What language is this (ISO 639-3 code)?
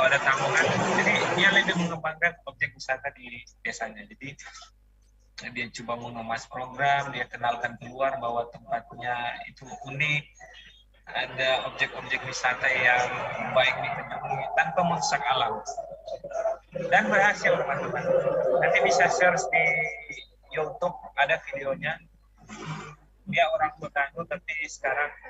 ind